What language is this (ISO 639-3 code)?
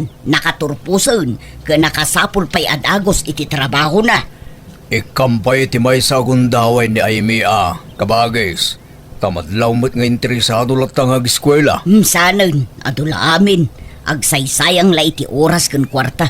ilo